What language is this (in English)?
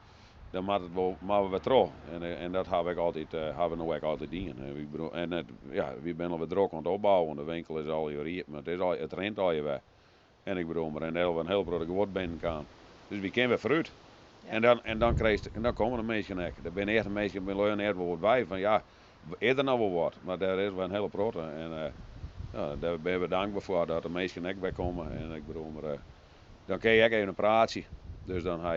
Western Frisian